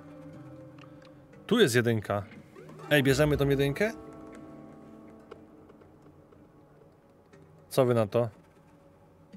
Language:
Polish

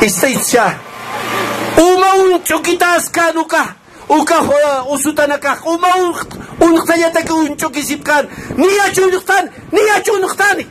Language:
Aymara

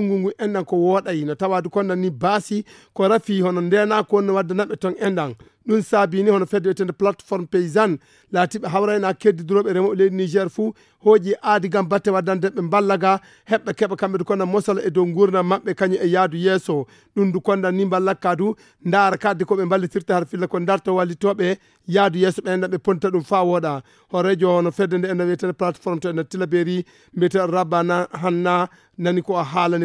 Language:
Fula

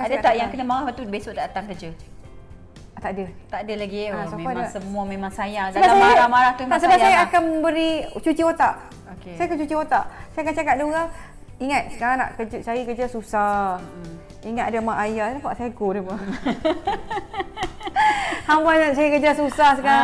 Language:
Malay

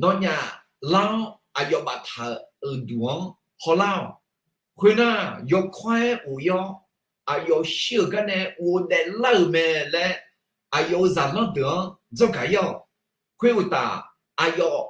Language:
Akha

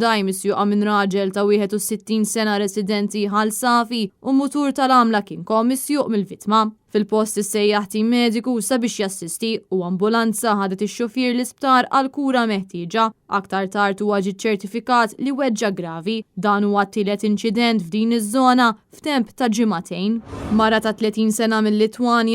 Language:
Maltese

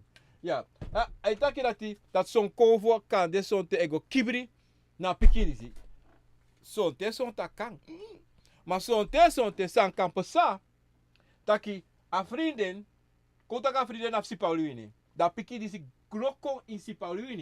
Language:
Sranan Tongo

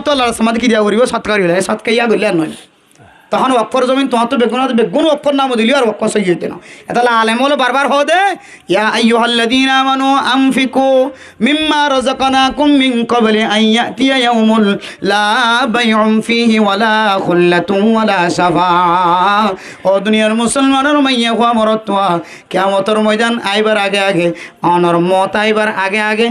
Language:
Rohingya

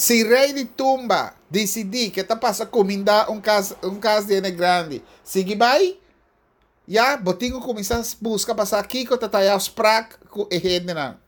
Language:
Papiamento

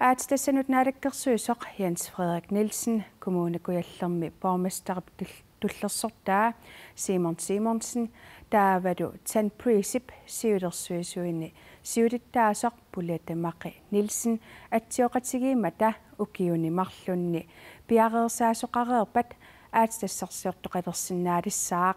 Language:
Kalaallisut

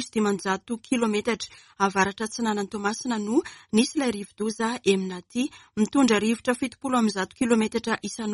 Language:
Malagasy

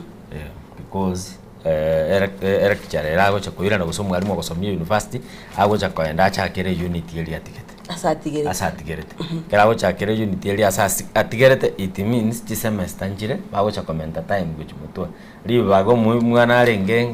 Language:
Gusii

